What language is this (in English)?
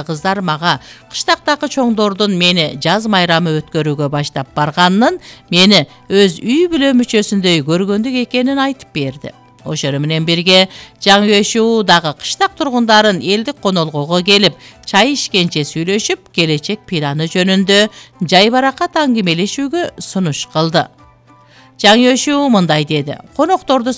Kyrgyz